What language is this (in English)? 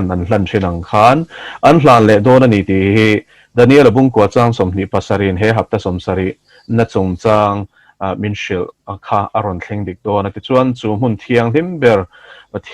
Mizo